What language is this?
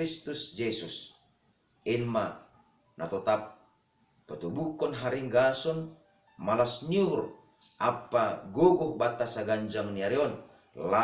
Batak Simalungun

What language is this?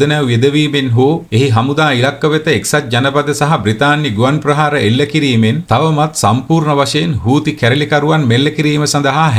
Sinhala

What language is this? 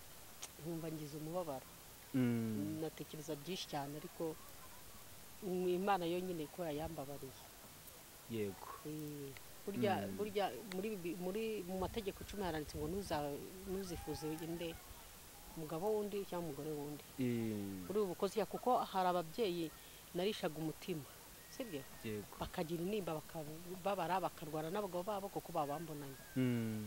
Kinyarwanda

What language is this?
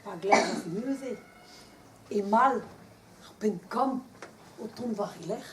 Breton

